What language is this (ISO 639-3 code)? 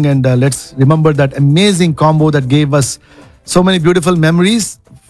tel